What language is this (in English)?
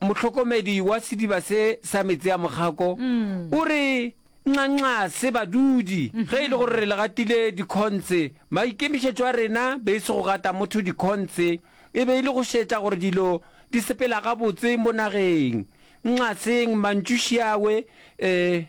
Northern Sotho